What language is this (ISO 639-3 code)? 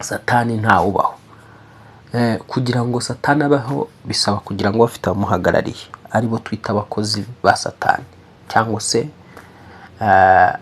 kin